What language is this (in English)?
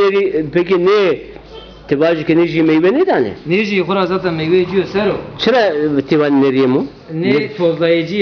Zaza